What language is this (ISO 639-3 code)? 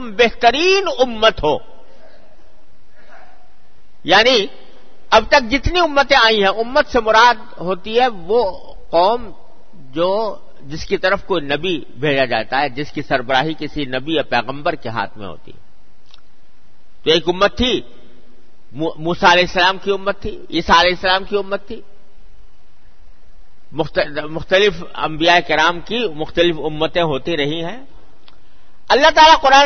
urd